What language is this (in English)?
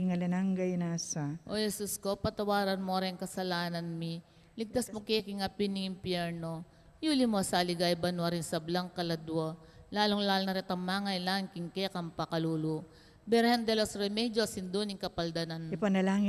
Pampanga